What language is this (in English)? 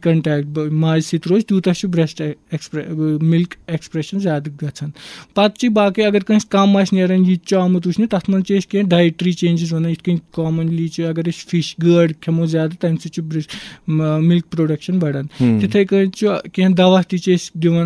Kashmiri